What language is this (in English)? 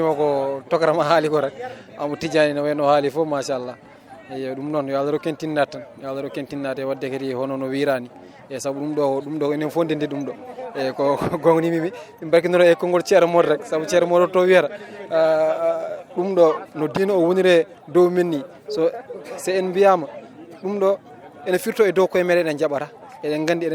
Fula